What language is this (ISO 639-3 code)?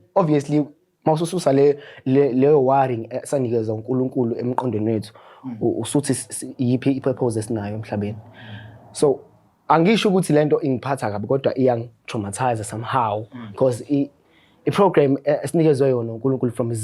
zul